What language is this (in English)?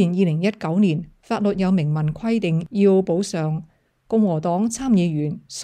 Cantonese